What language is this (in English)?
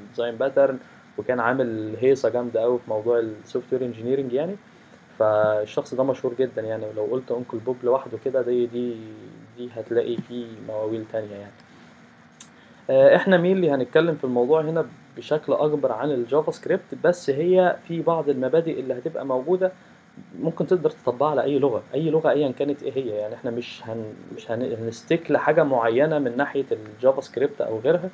Egyptian Arabic